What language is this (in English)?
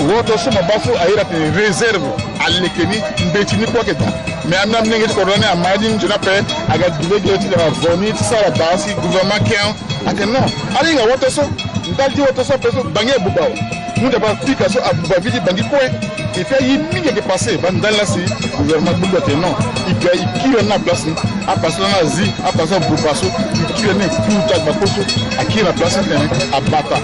Sango